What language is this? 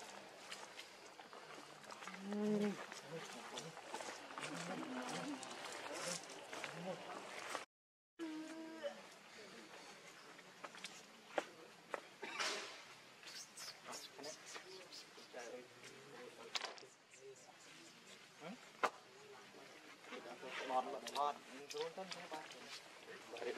Vietnamese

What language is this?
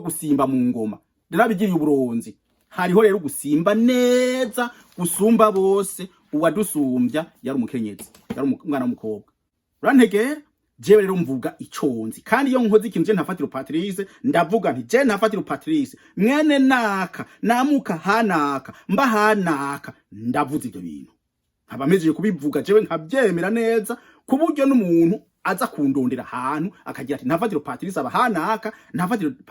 Rundi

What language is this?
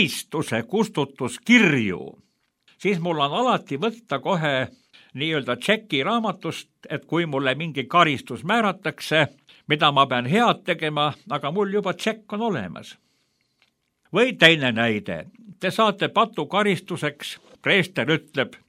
Estonian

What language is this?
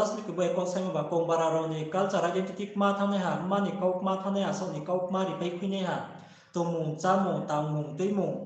Riang (India)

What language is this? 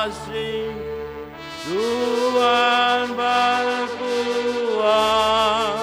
Batak Simalungun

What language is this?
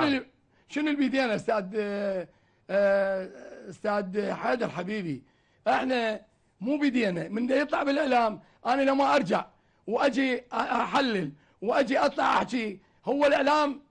Mesopotamian Arabic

